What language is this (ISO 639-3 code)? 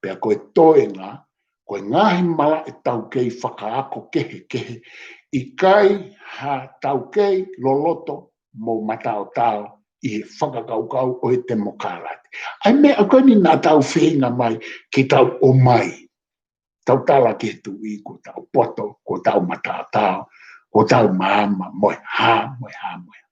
ton